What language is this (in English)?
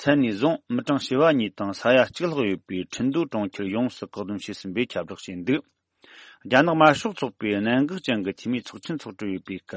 Tibetan